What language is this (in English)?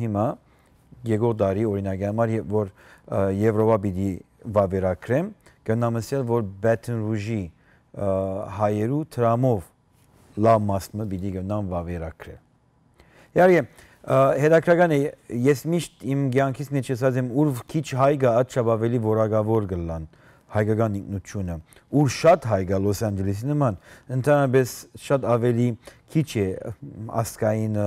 Western Armenian